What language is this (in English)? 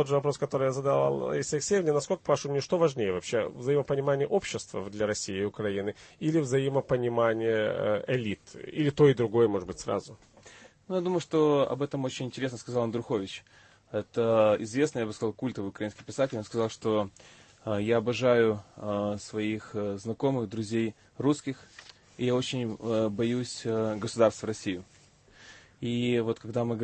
Russian